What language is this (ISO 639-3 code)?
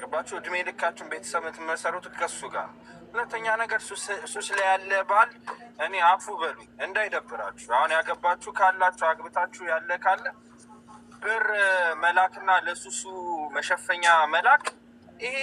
amh